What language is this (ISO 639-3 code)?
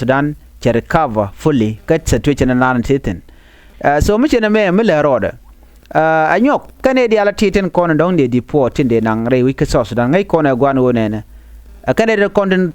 nus